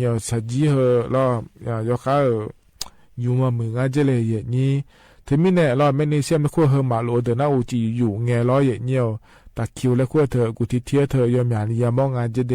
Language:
Akha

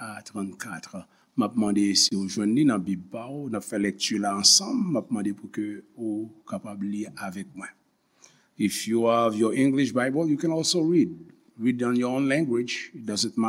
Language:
Haitian Creole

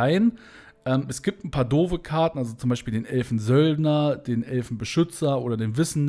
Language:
German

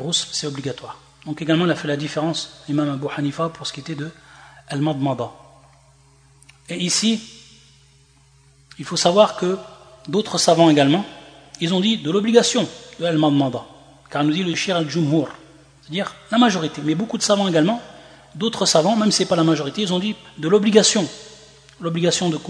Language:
French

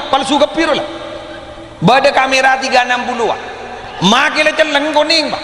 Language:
Madurese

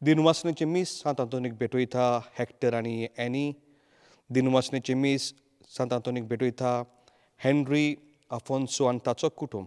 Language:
Konkani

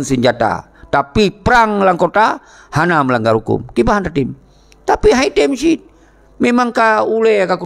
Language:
Achinese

